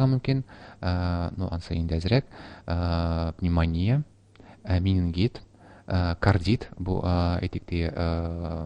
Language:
Tatar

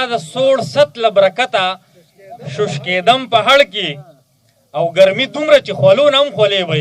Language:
Pashto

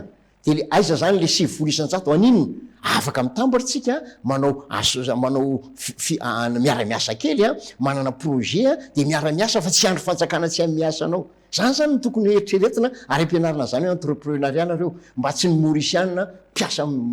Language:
Malagasy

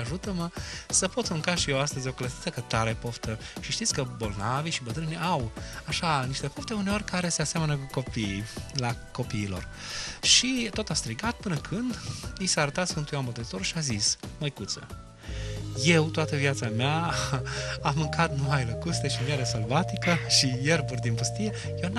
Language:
Romanian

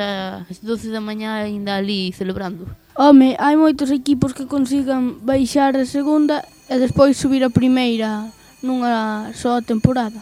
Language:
Galician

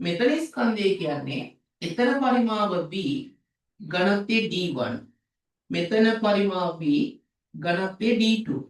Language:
Sinhala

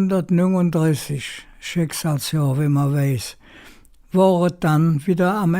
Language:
Colognian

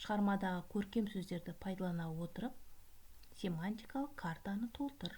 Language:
Kazakh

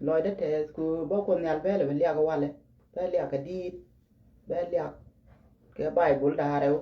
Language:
Nuer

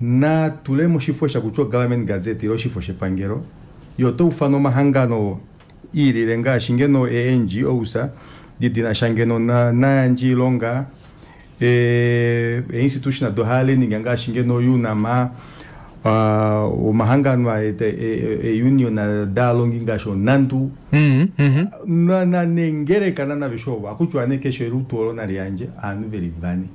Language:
Kuanyama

